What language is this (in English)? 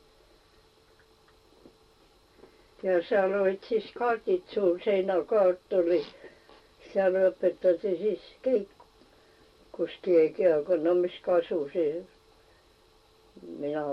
Estonian